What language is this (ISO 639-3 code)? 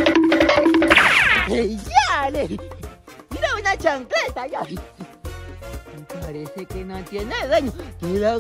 spa